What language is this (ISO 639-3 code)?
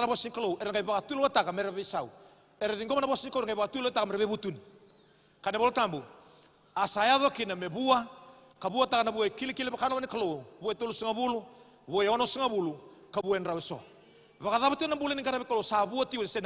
fij